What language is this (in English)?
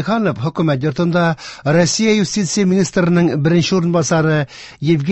Tatar